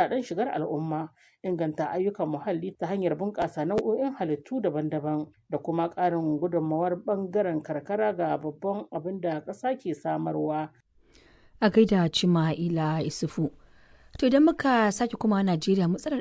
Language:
Hausa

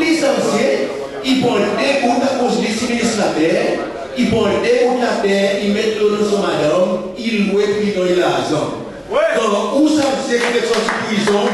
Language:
Seselwa Creole French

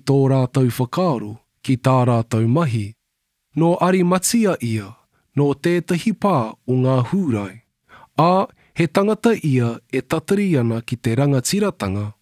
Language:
Māori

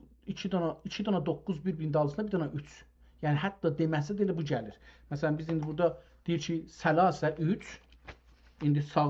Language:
South Azerbaijani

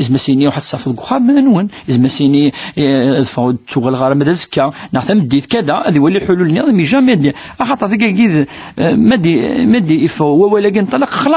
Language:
Kabyle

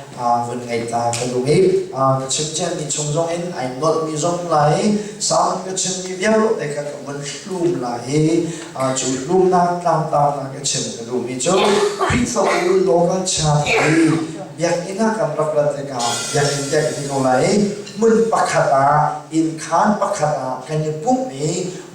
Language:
Hakha Chin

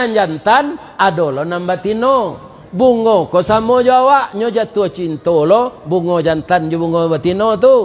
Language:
Minangkabau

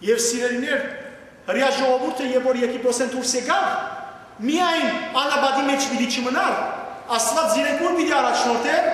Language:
Western Armenian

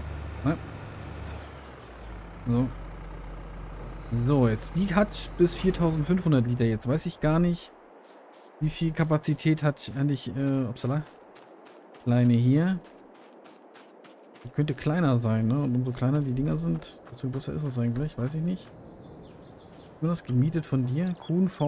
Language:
German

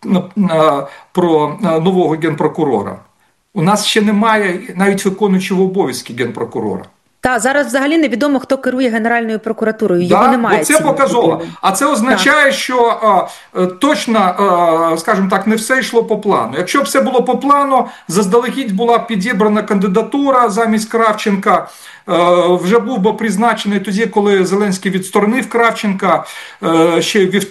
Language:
Ukrainian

